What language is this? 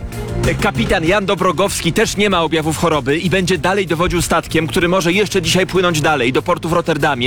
Polish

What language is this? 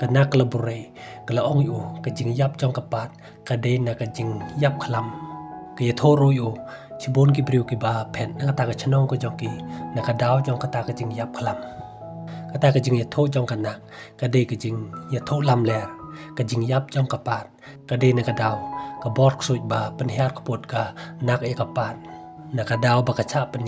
Khasi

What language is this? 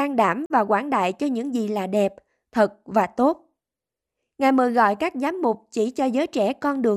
Vietnamese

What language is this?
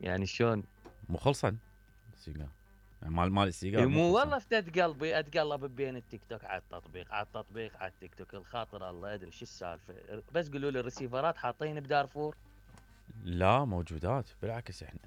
Mesopotamian Arabic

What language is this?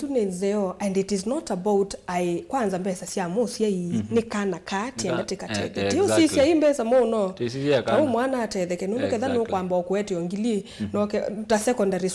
Kamba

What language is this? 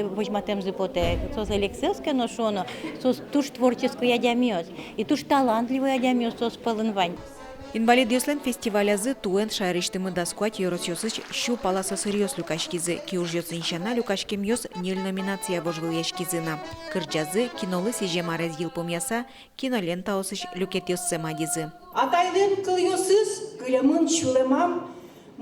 Udmurt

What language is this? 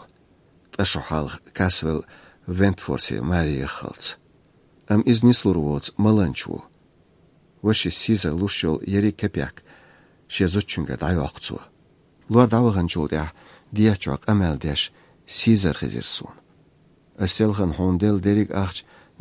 Chechen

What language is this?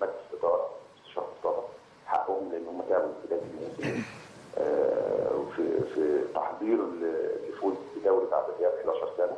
Egyptian Arabic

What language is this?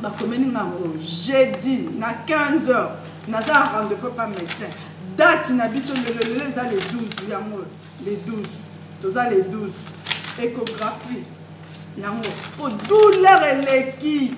Lingala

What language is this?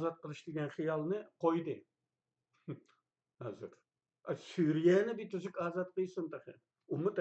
Uyghur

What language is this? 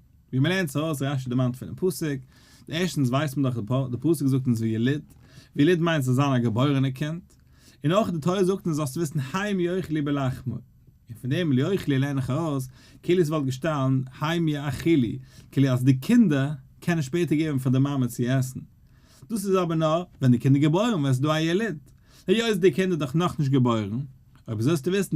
Yiddish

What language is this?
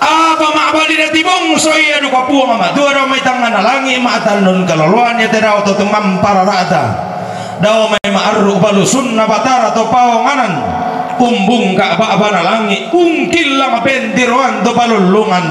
Toraja-Sa'dan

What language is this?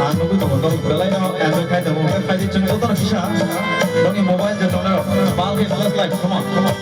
Kok Borok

